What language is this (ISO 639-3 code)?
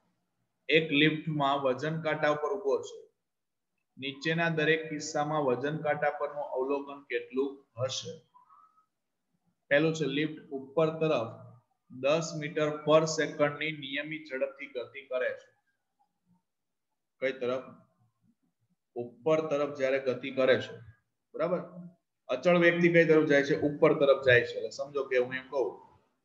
guj